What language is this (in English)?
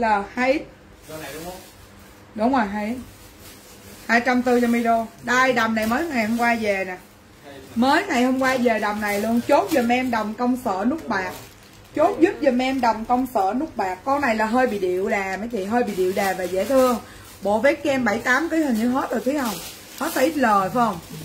Vietnamese